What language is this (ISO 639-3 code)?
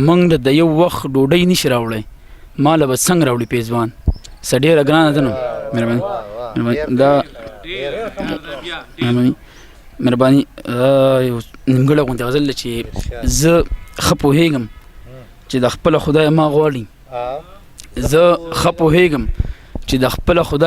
pus